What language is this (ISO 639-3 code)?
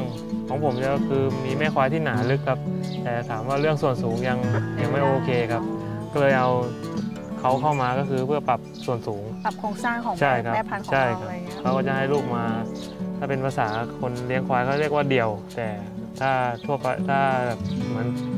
tha